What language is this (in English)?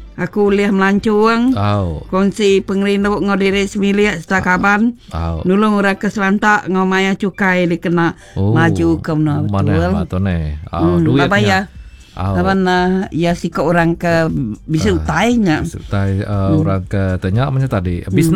Iban